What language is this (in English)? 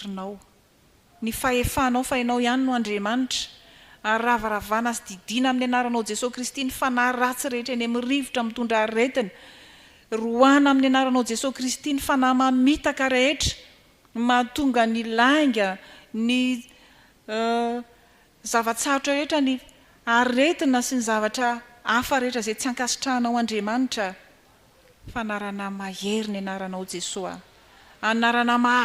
Malagasy